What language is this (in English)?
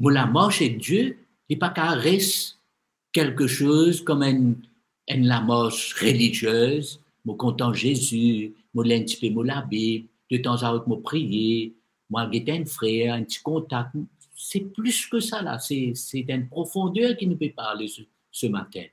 Morisyen